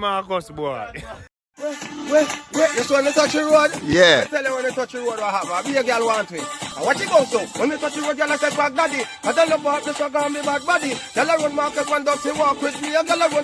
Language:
Jamaican Creole English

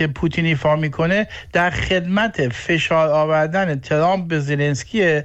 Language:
Persian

